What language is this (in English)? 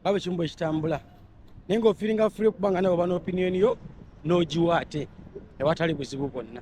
Ganda